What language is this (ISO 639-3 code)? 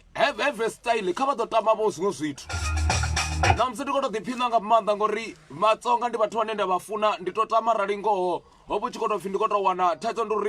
ven